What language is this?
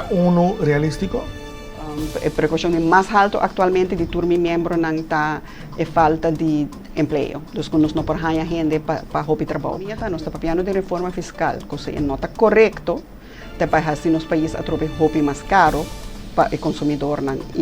Papiamento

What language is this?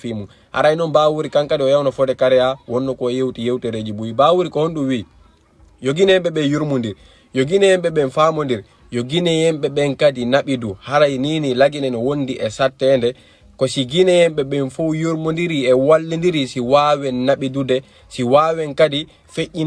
Fula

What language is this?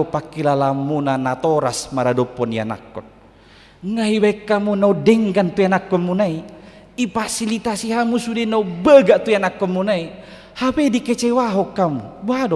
Batak Toba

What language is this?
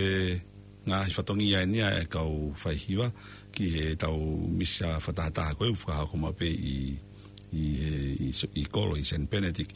Tongan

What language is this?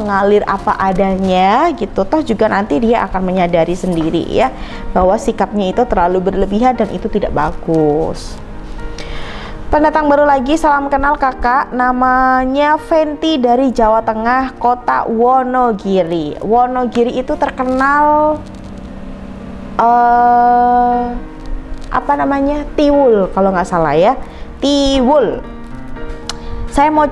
Indonesian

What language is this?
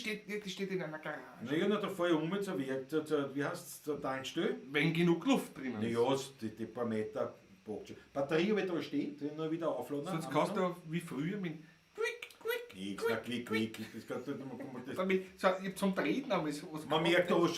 Bavarian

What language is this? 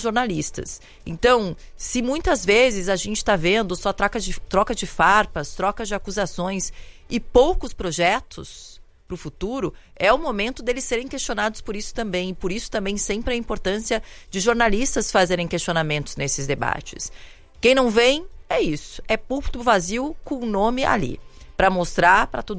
Portuguese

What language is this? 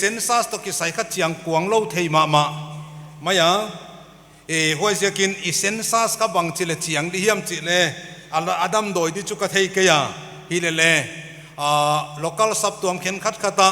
Paite Chin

